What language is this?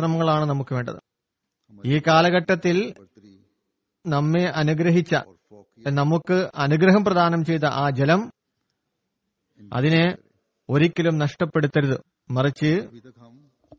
Malayalam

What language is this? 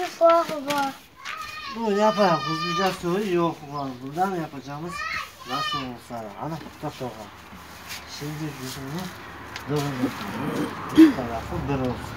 Crimean Tatar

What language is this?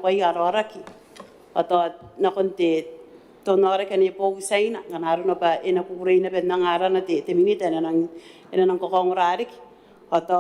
Gilbertese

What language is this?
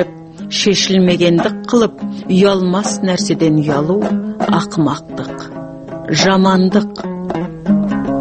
Kazakh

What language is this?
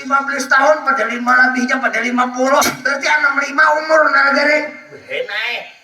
Banjar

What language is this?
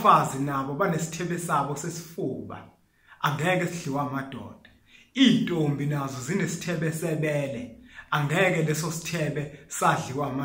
Zulu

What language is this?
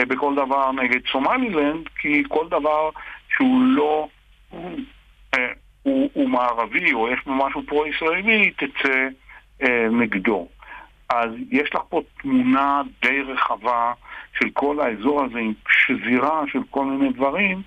Hebrew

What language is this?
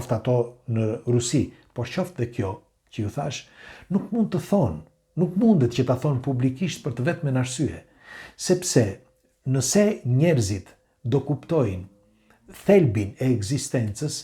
Albanian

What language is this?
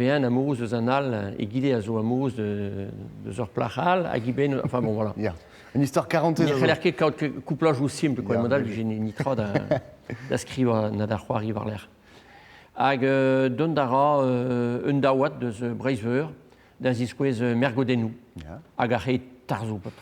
Breton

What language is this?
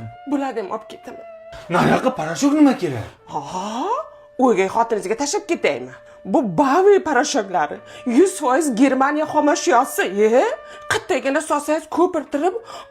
Uzbek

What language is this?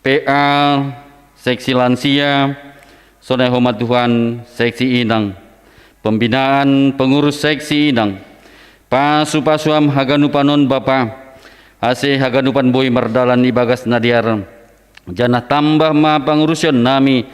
Batak Simalungun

